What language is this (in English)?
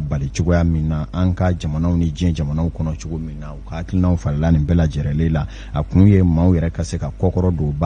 Bambara